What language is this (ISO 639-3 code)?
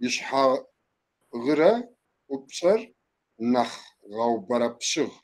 kbd